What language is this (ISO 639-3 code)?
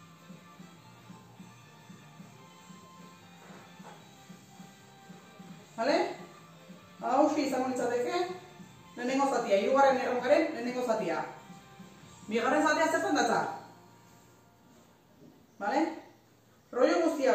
eus